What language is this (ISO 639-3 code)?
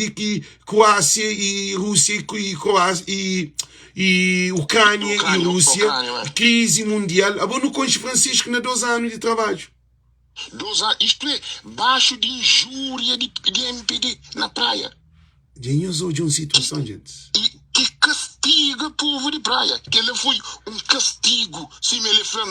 kea